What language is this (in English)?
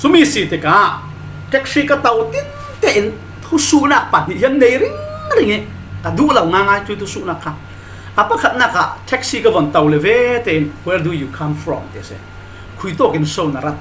Falam Chin